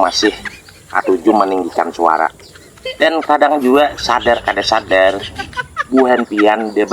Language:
Banjar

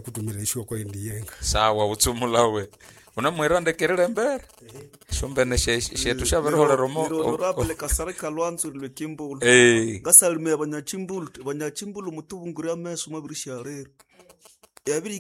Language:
Nande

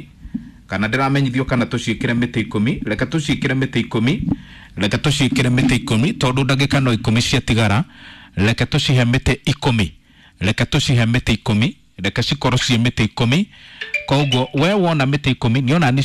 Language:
Kikuyu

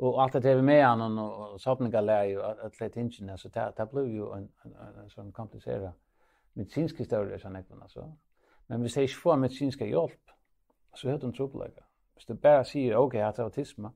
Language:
Faroese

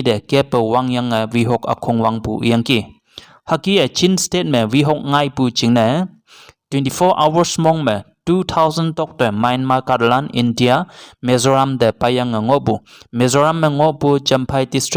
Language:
Konyak Naga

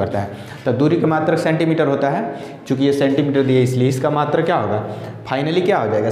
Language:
Hindi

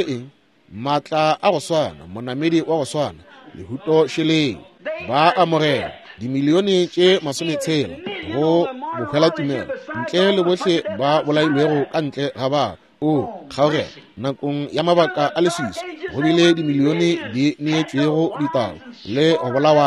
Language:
Northern Sotho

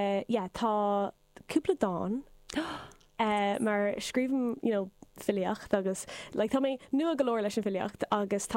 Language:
Irish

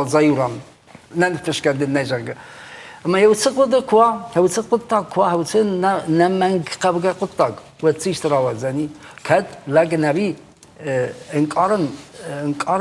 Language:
Ossetic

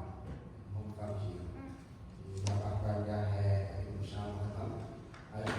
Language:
Central Mnong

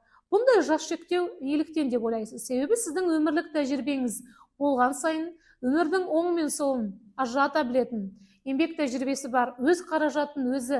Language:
Kazakh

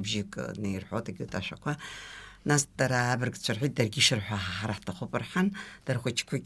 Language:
Abkhazian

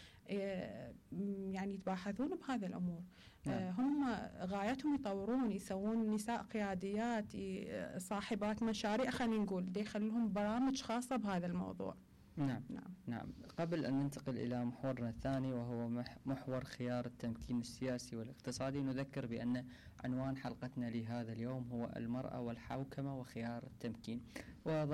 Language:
Mesopotamian Arabic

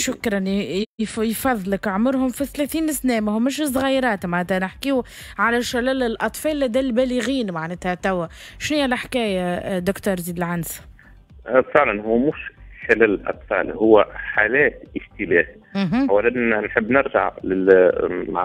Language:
Tunisian Arabic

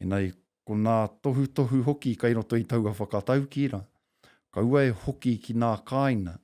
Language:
Māori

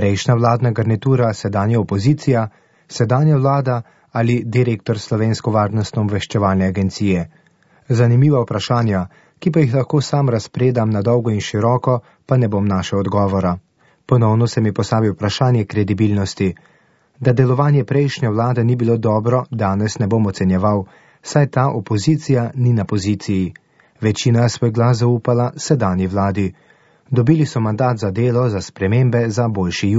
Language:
Slovenian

